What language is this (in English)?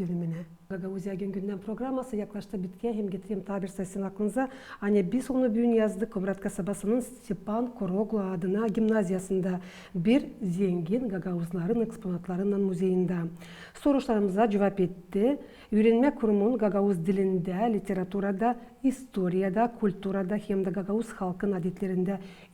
Gagauz